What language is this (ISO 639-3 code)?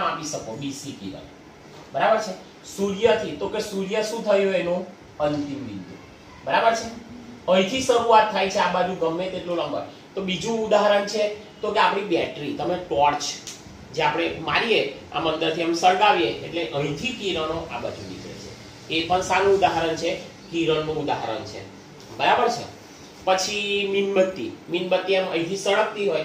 guj